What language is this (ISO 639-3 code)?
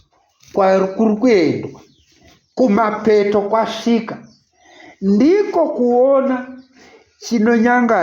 sna